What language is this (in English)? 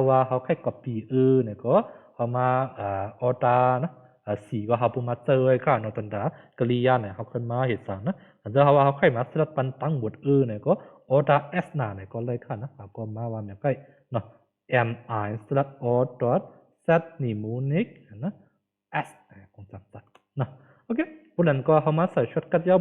Shan